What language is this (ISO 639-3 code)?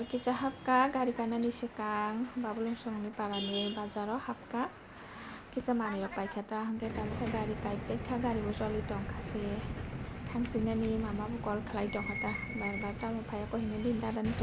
trp